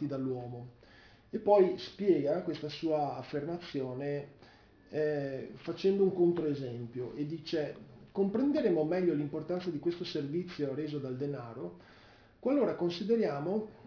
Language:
Italian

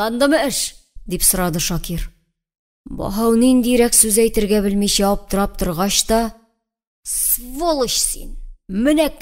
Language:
Tatar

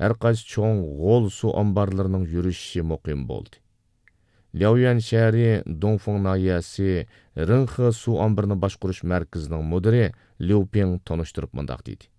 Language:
Uyghur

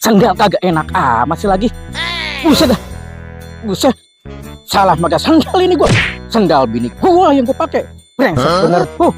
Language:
Betawi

